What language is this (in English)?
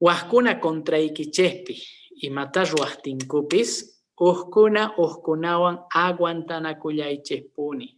Quechua